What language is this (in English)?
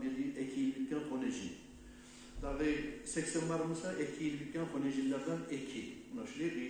Kumyk